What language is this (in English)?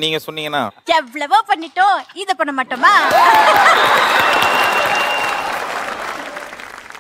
Tamil